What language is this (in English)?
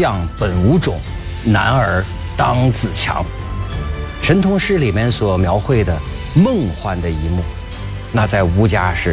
Chinese